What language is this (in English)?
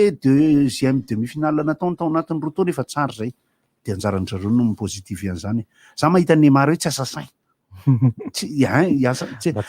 Malagasy